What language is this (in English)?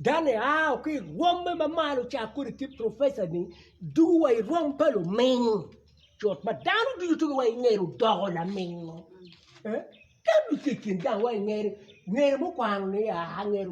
Acoli